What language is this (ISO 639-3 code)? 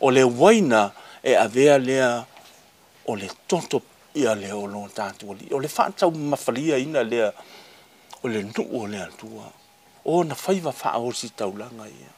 smo